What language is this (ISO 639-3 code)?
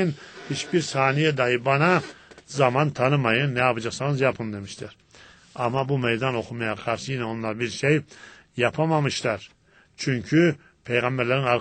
tur